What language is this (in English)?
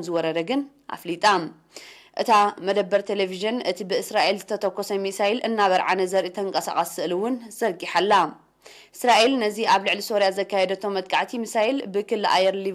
Tigrinya